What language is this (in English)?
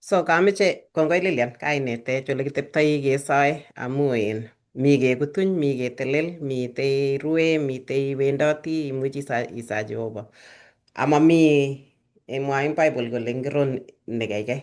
Kalenjin